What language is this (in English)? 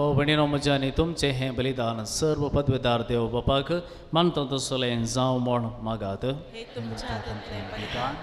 Konkani